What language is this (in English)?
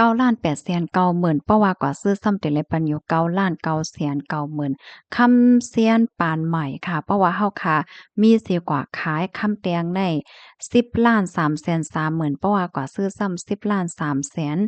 Shan